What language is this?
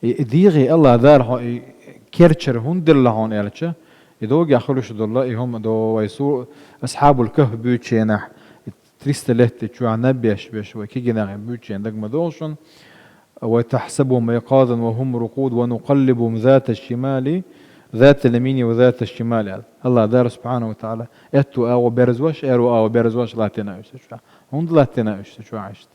Chechen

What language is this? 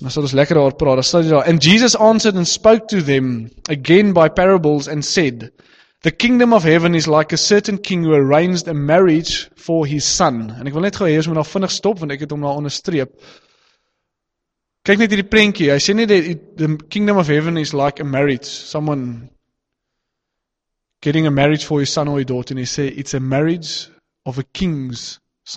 Afrikaans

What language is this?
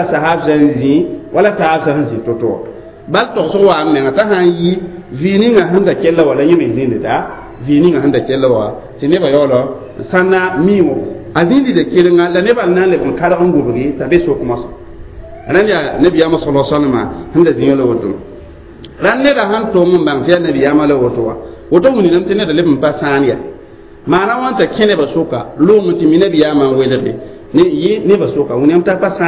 Mossi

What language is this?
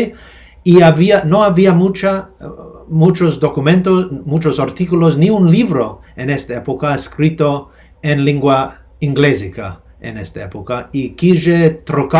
Ladino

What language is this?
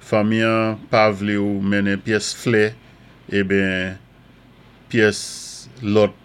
Saint Lucian Creole French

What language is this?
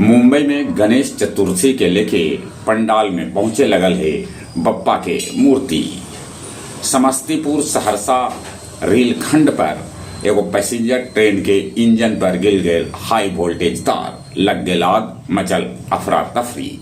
Magahi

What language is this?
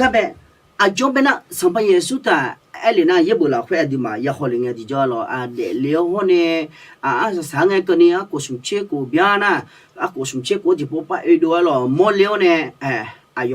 Akha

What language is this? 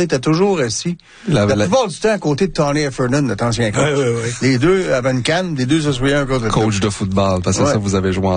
French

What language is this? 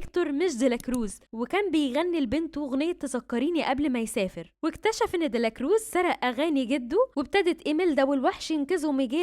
Egyptian Arabic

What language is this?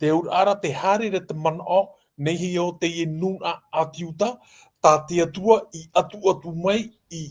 Tahitian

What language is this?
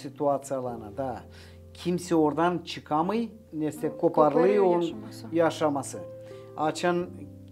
Gagauz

